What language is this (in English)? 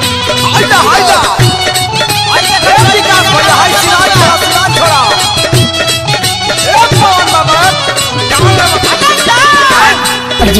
Bhojpuri